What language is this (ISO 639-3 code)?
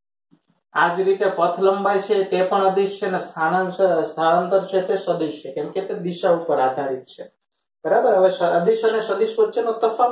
guj